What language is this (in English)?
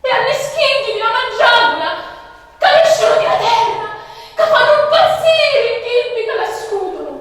Sicilian